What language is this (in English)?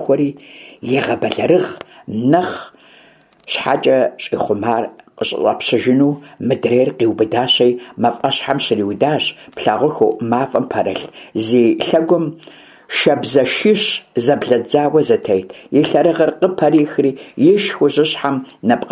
Kabardian